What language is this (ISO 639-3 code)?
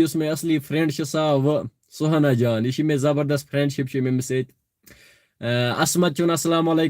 kas